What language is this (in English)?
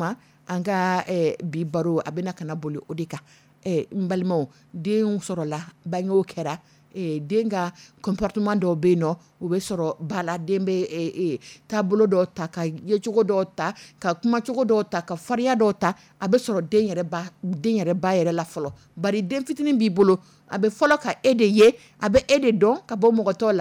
Dyula